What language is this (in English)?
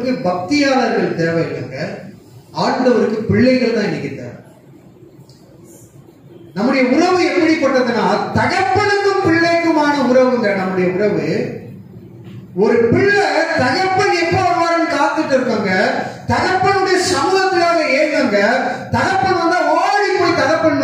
Tamil